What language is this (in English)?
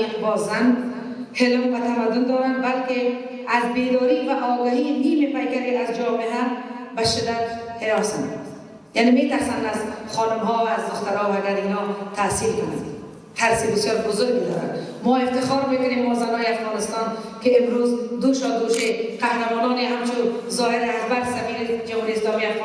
Persian